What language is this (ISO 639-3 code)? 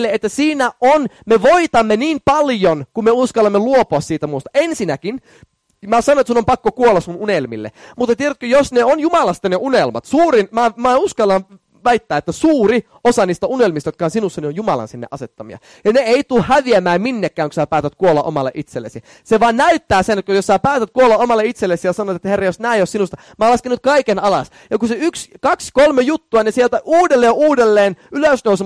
fin